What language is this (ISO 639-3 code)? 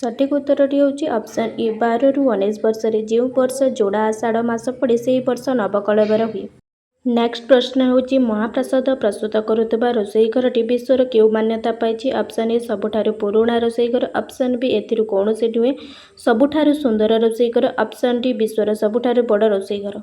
ori